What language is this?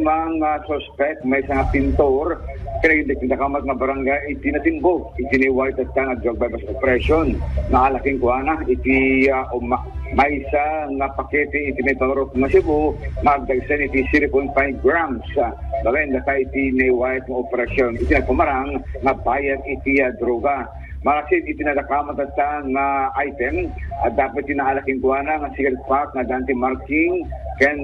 Iloko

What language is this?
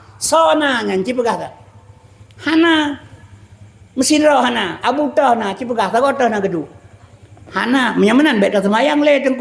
Achinese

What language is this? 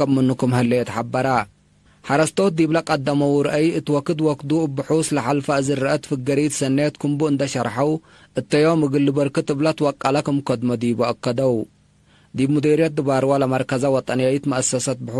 Tigre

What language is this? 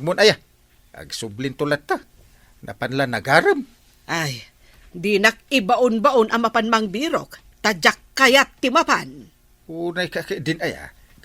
Iloko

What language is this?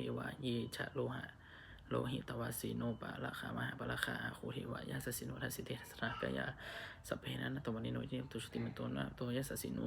Pali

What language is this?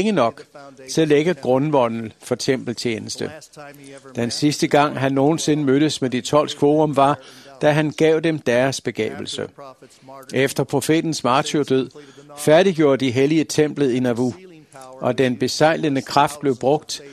Danish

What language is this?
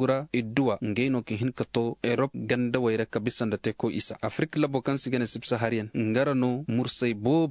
Zarma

